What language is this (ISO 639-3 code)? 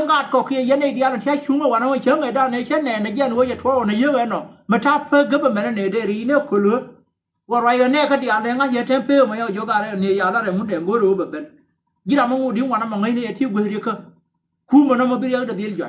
nus